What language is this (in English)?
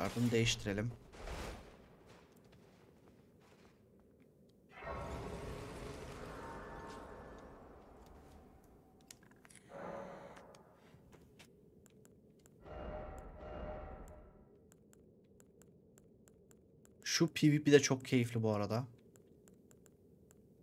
Turkish